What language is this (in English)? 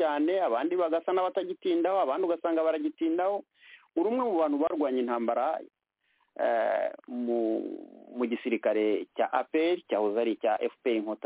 Kinyarwanda